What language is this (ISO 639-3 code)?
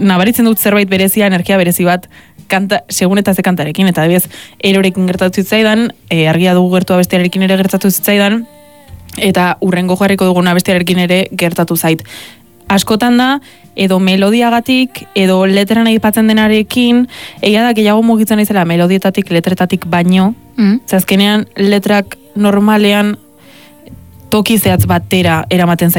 eus